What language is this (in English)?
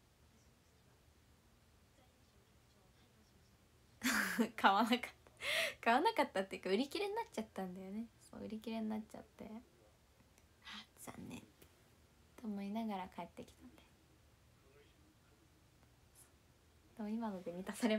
Japanese